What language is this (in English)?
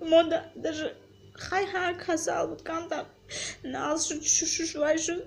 Tajik